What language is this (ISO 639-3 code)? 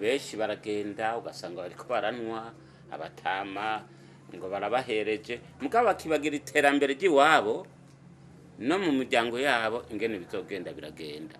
run